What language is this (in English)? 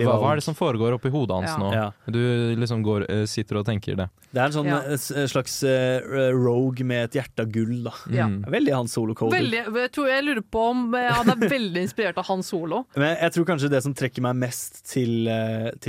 Norwegian